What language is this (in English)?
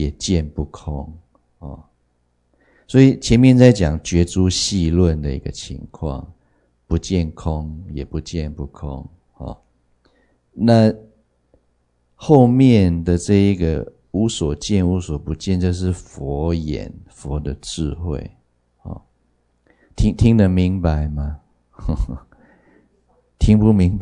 Chinese